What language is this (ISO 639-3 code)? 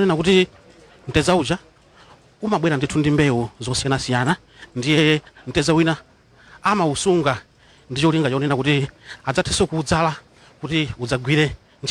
nya